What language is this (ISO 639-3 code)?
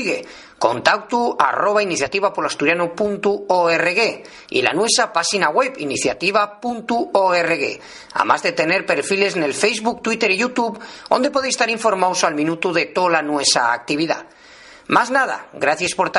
ast